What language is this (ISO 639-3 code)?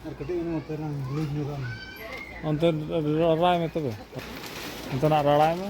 sat